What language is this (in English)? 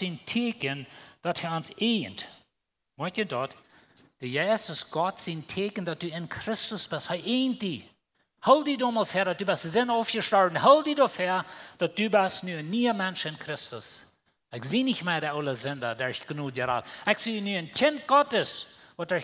Plautdietsch